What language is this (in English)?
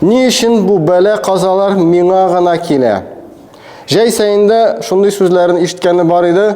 Tatar